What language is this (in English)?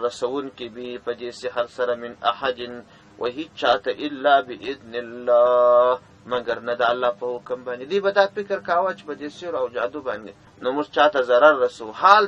Pashto